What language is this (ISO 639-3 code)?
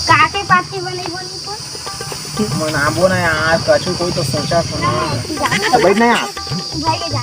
hne